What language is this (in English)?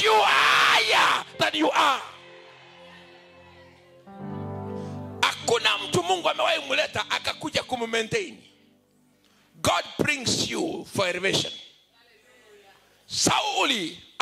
Swahili